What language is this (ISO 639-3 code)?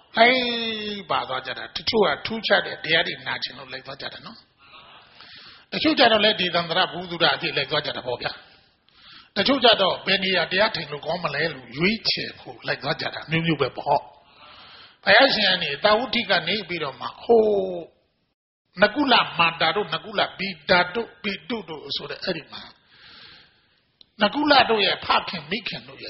mya